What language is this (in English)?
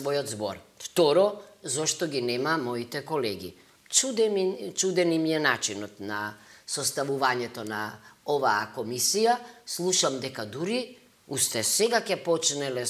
Macedonian